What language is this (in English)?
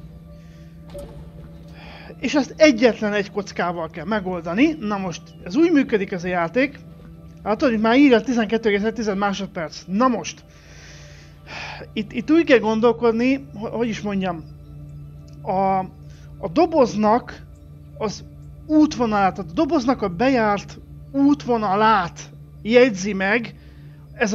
Hungarian